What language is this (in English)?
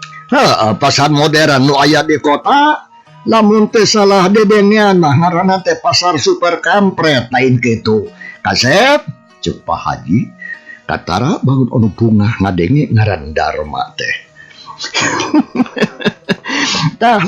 Sundanese